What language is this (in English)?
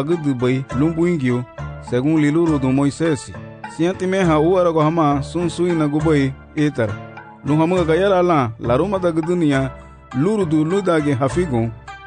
Garifuna